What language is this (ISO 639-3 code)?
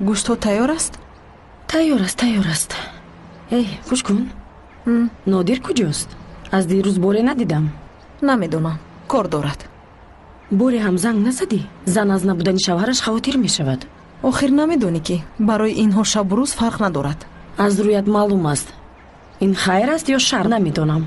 tgk